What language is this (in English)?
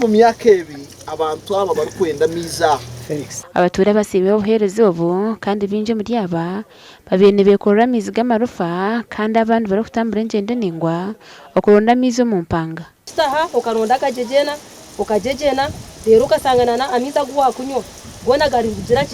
Nyankole